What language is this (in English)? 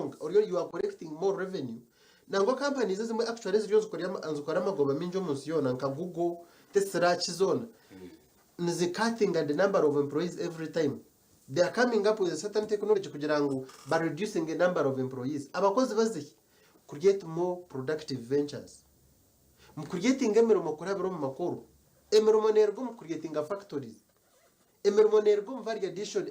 Nyankole